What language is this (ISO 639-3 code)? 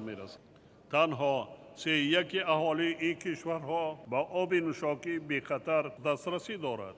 tgk